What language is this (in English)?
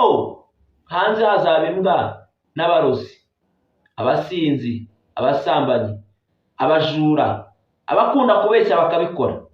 Kinyarwanda